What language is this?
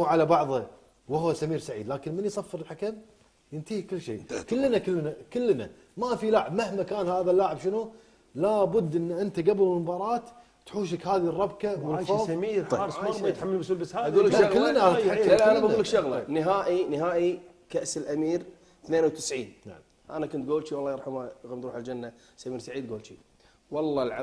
Gulf Arabic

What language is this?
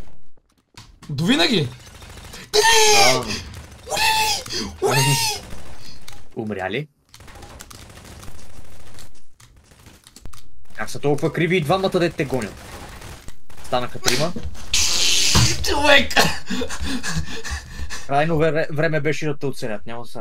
Bulgarian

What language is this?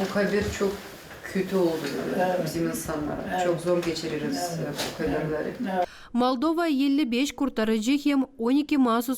Gagauz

